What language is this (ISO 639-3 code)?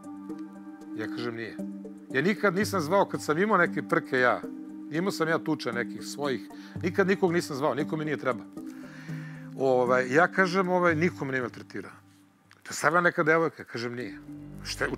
srp